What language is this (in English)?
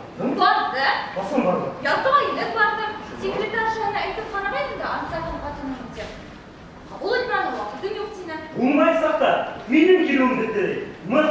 Bashkir